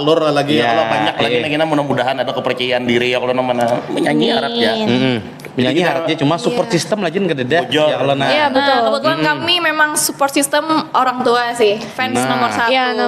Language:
Banjar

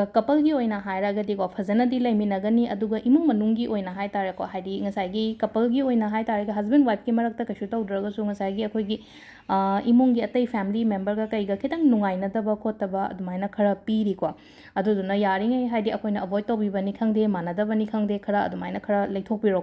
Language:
Manipuri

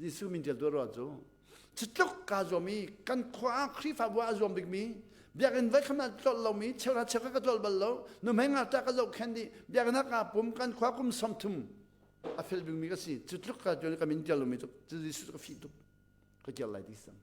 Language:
Hakha Chin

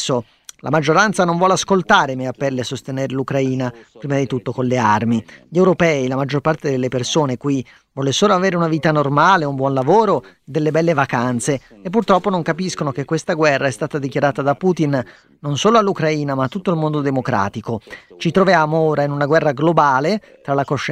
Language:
Italian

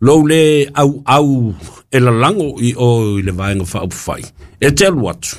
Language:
Samoan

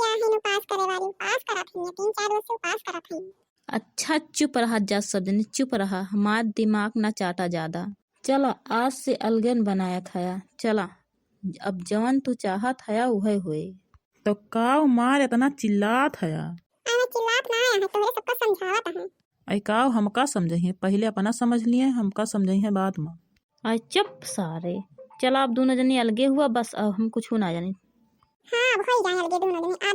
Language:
Awadhi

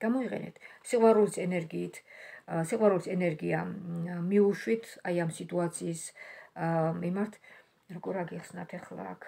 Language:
Georgian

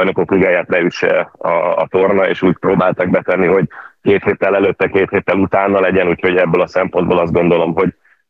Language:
Hungarian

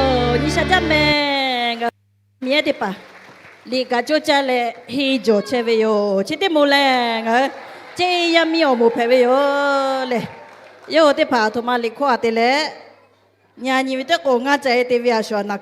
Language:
Lahu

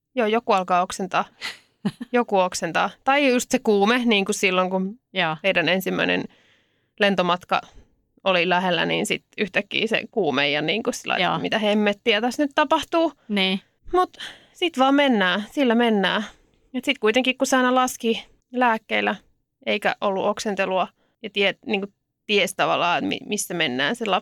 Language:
Finnish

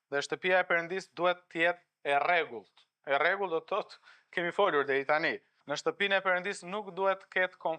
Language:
Albanian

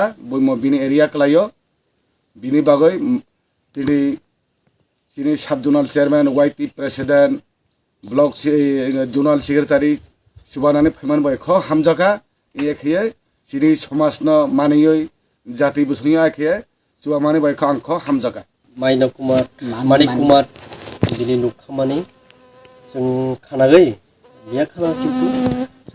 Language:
Kok Borok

